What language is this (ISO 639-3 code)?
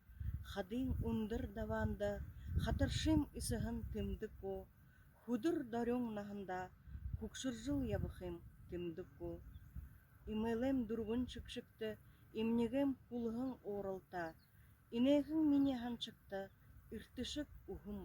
bua